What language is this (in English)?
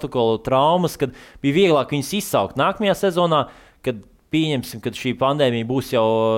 Latvian